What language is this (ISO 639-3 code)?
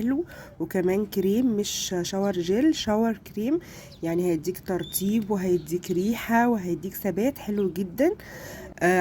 arz